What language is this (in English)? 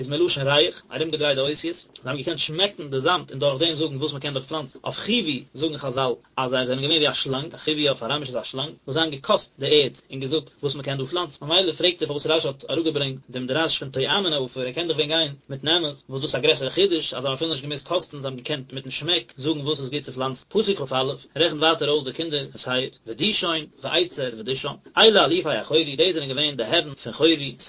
Yiddish